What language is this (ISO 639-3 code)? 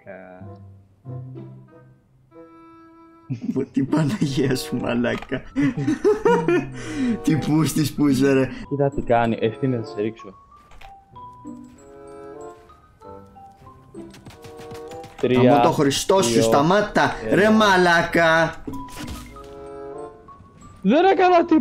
ell